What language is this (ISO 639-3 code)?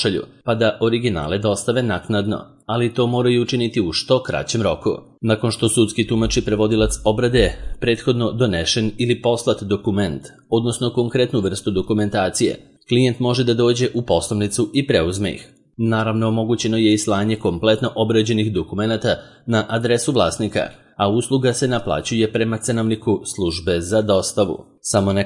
srp